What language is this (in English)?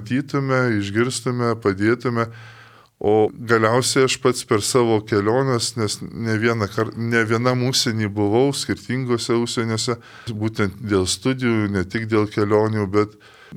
Lithuanian